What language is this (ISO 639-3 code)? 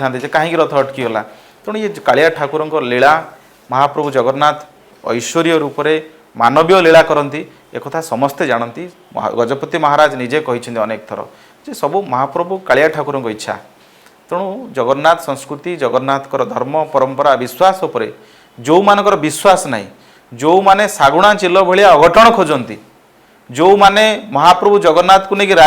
ori